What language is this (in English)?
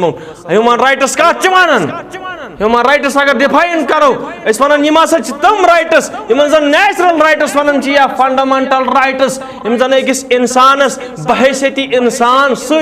Kashmiri